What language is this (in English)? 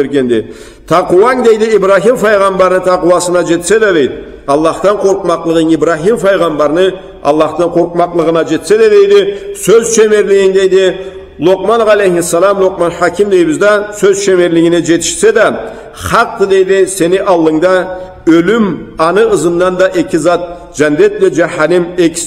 Karachay-Balkar